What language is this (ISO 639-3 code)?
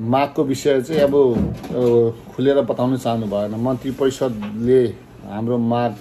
nep